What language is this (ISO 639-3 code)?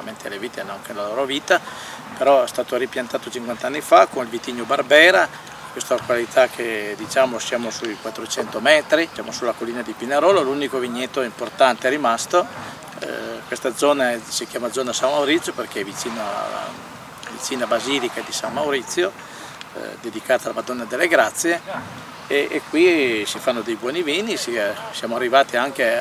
ita